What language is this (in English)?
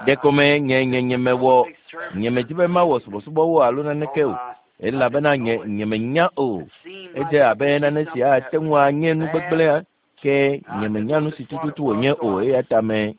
Ewe